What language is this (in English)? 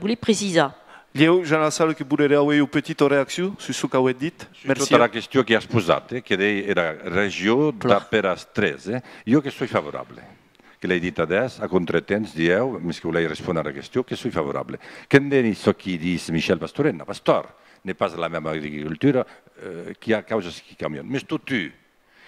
Occitan